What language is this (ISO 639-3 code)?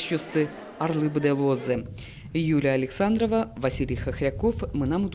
udm